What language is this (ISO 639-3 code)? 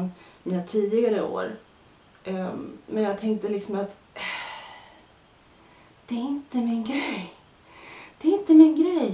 swe